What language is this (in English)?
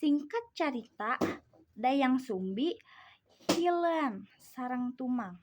Sundanese